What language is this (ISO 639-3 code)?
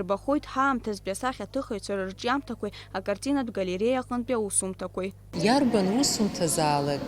abk